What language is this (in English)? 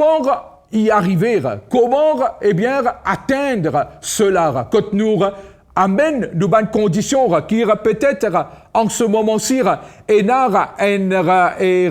Morisyen